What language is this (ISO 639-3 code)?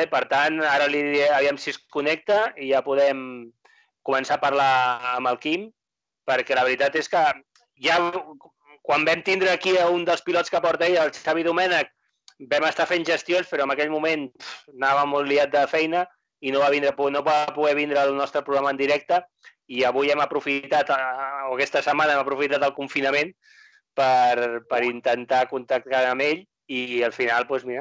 cat